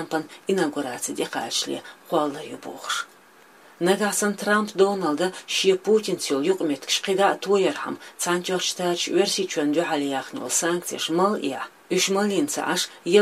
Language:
Chechen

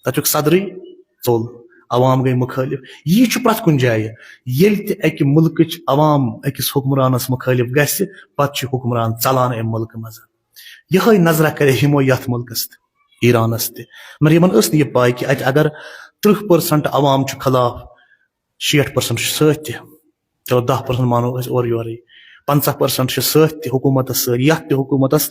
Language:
Kashmiri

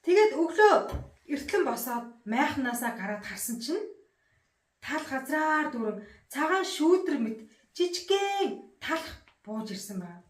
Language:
Mongolian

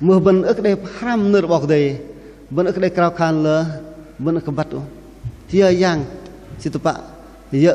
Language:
Bahnar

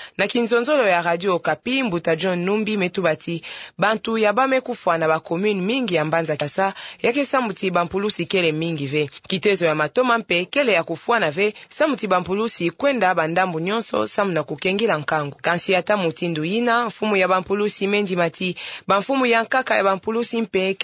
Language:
Kituba (Democratic Republic of Congo)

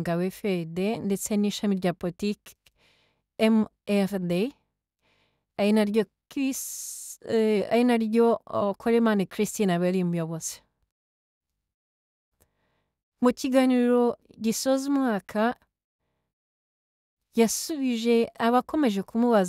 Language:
Kinyarwanda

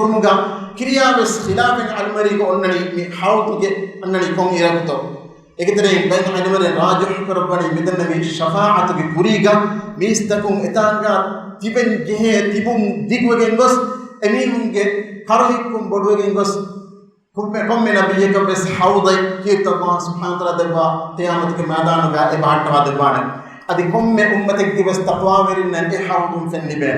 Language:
Divehi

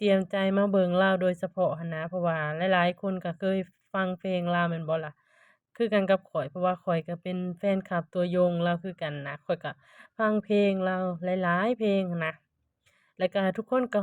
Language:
Lao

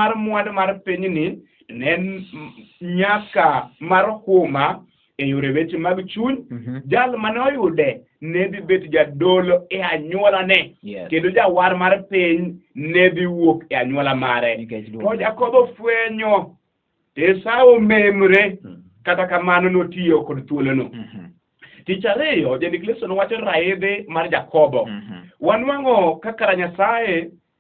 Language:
Luo (Kenya and Tanzania)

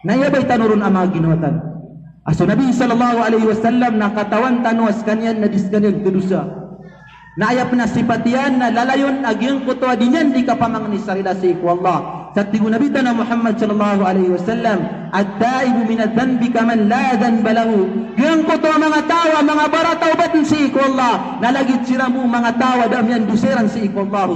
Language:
Maranao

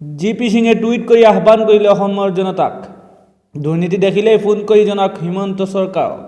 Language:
Assamese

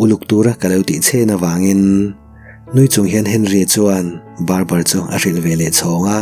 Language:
Mizo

